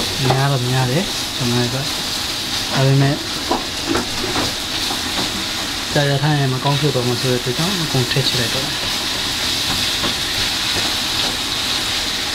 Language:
Burmese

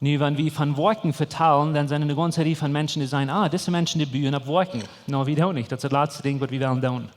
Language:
Plautdietsch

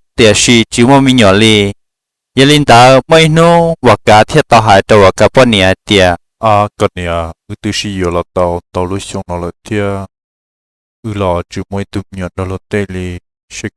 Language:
Hmong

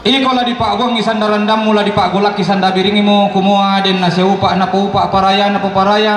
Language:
Toraja-Sa'dan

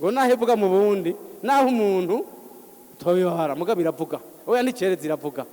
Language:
Rundi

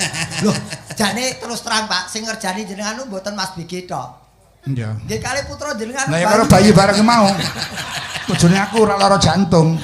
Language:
Javanese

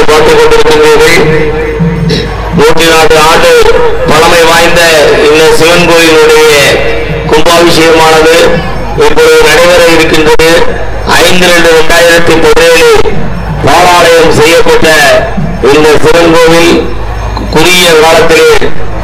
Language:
Tamil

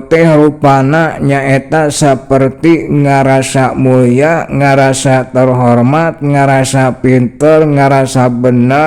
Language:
Sundanese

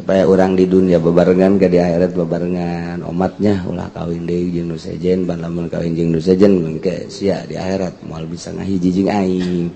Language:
Sundanese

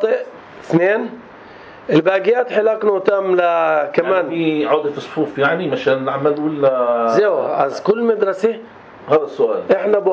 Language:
North Levantine Arabic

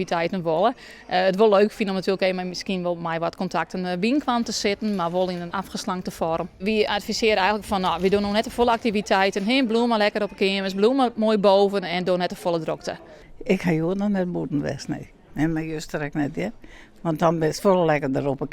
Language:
Western Frisian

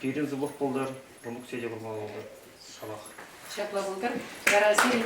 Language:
Chuvash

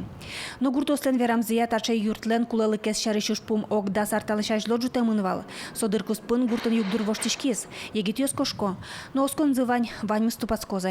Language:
Udmurt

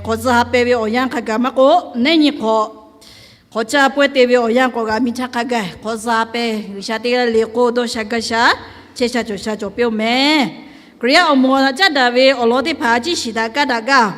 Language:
Lahu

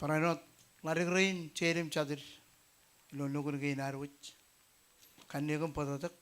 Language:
Marshallese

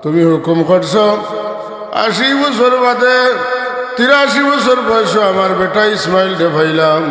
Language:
Sylheti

